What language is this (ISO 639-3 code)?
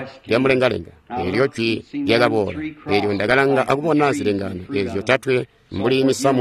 toi